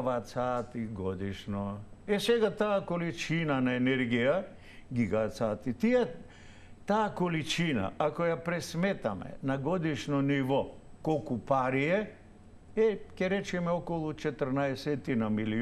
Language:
Macedonian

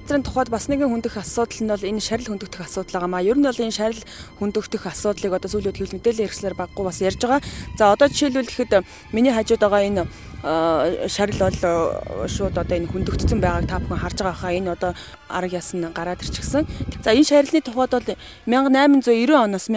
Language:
Mongolian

